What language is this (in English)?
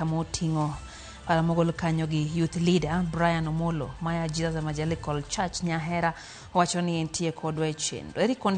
Luo (Kenya and Tanzania)